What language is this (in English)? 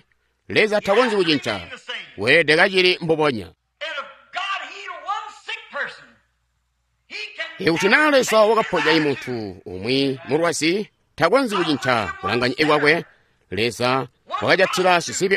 Tonga (Zambia)